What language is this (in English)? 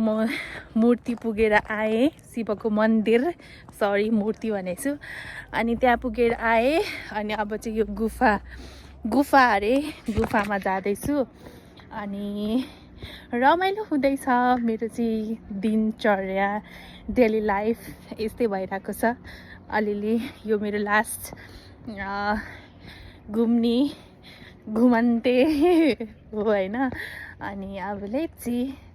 Nepali